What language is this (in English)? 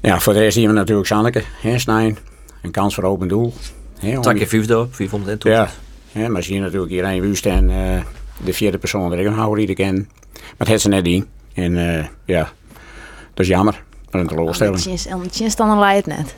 Western Frisian